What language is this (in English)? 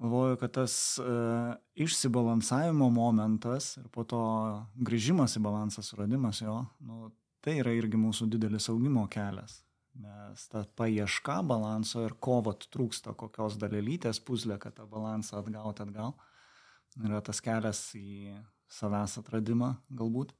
Lithuanian